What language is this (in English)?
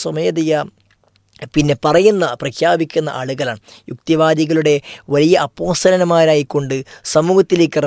Malayalam